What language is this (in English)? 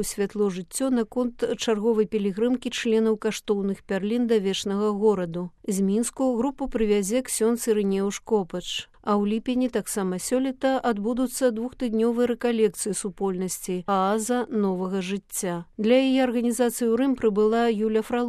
Belarusian